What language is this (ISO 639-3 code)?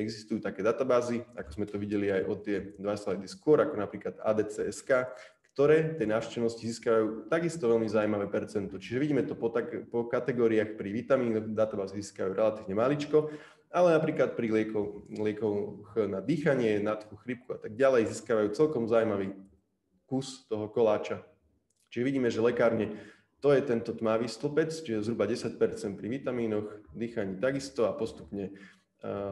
slk